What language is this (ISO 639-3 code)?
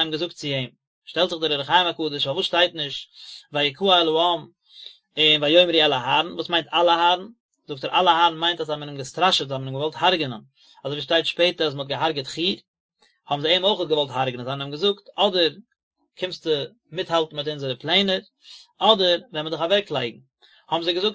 yid